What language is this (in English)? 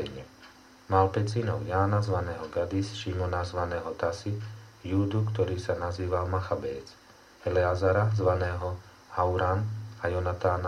Slovak